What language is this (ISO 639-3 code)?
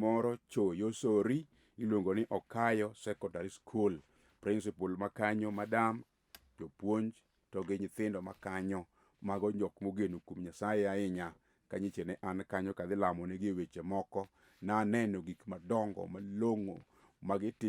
luo